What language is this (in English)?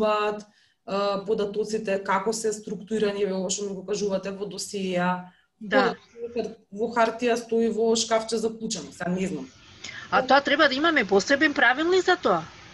Macedonian